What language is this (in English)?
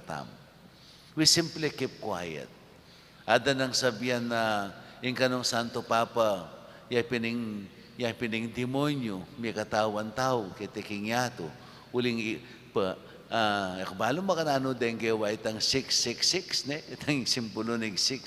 Pampanga